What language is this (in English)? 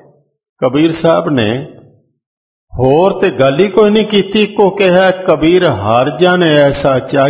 Punjabi